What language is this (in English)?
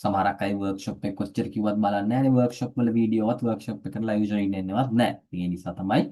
Sinhala